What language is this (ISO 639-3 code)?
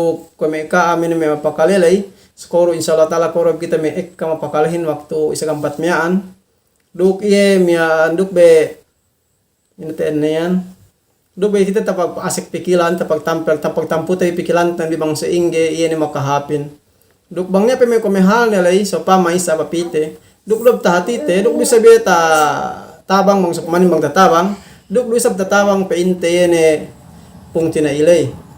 yka